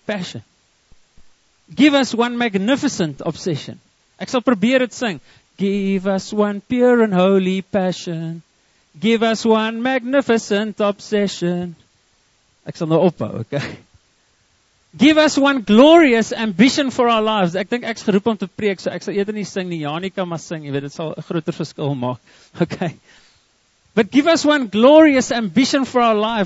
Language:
Afrikaans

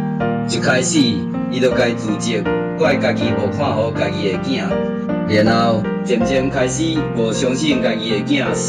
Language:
Min Nan Chinese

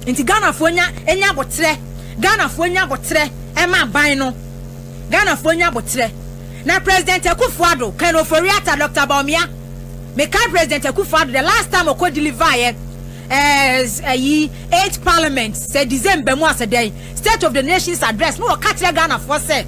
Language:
Akan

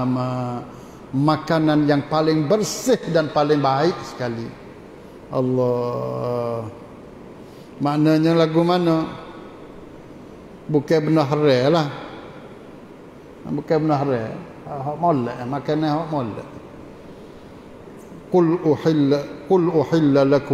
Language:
Pattani Malay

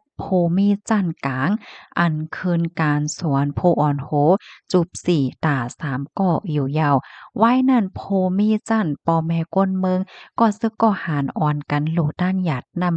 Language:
Shan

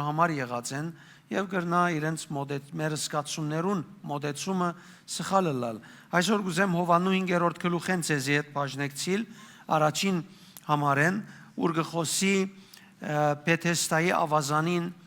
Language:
Western Armenian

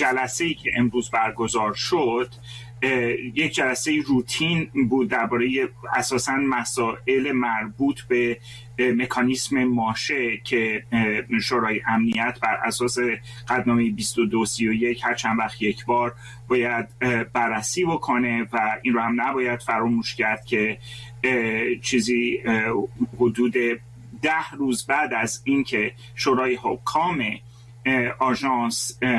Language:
Persian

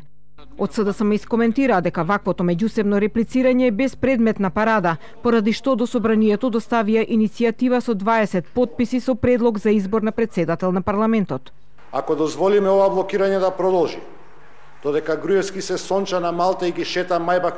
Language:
Macedonian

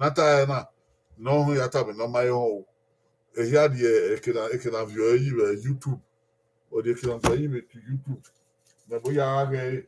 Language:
Bini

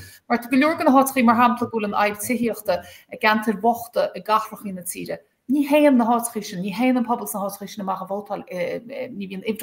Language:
Irish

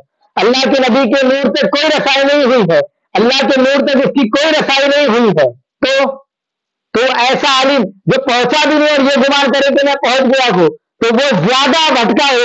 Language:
Urdu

